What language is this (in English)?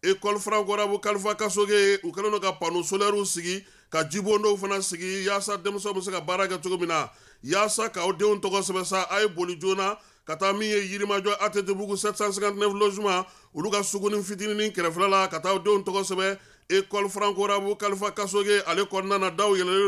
Bambara